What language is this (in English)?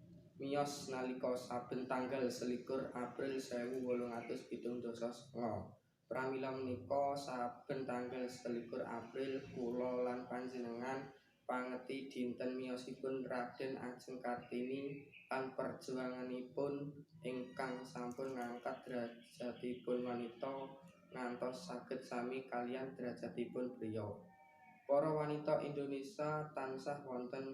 Javanese